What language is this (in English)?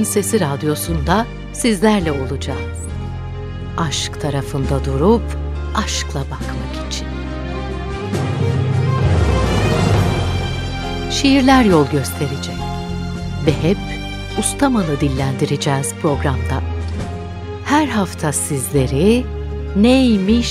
Turkish